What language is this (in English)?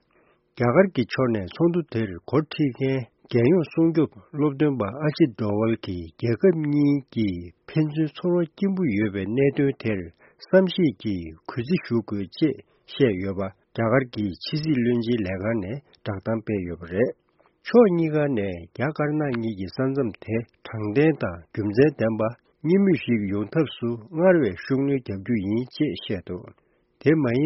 Tibetan